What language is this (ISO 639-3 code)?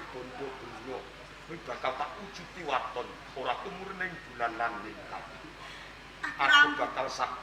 jav